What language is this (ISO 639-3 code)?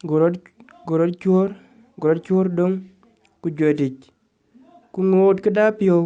din